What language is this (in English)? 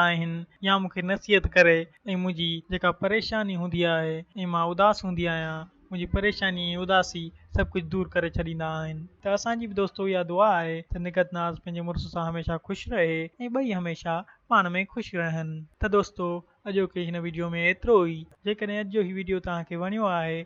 Sindhi